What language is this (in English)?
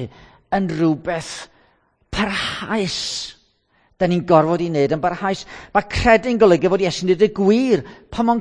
Welsh